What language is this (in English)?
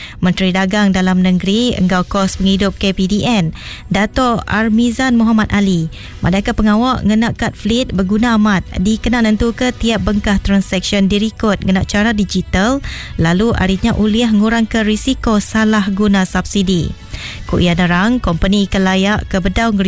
Iban